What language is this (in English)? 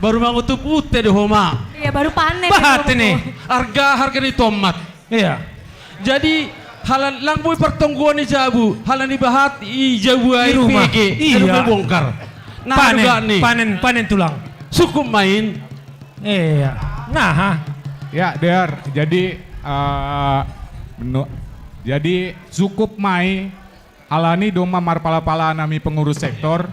Batak Simalungun